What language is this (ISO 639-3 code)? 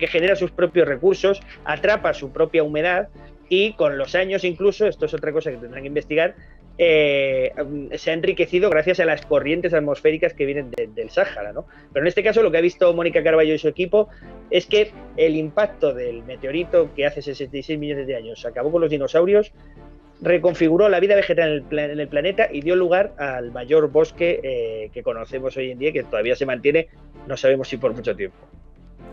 spa